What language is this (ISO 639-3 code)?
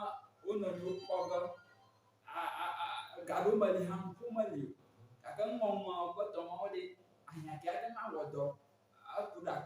ewe